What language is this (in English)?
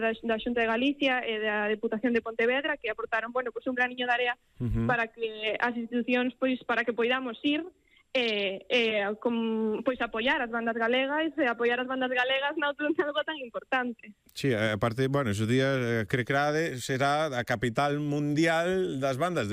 Galician